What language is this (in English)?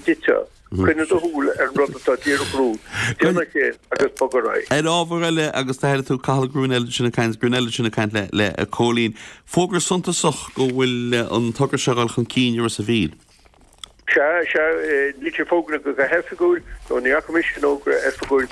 Irish